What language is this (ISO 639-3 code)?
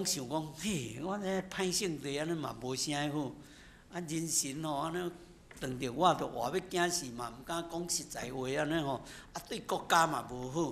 nan